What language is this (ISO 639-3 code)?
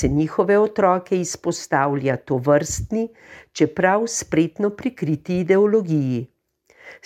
slv